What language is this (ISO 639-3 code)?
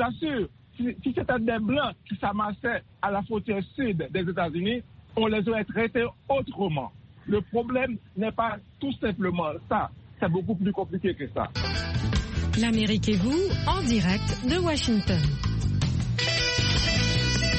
fra